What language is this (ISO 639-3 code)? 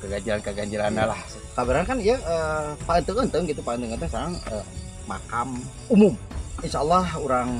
sun